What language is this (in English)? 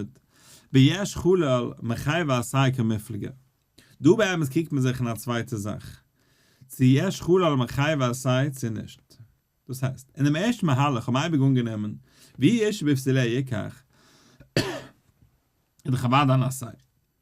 Yiddish